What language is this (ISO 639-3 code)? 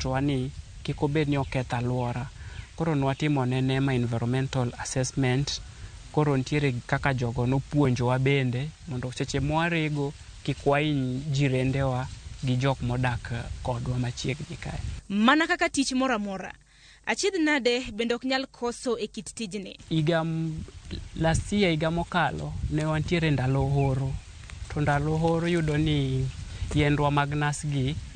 luo